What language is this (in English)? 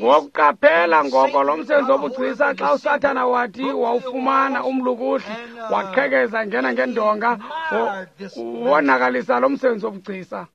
Xhosa